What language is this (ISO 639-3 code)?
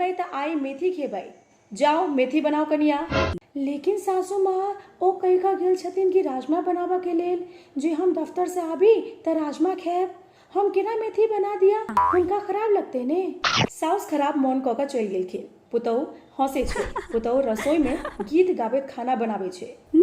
mai